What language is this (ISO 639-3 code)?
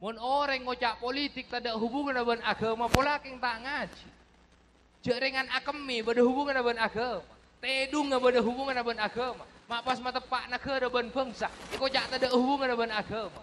mad